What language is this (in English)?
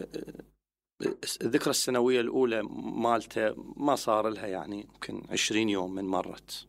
Mesopotamian Arabic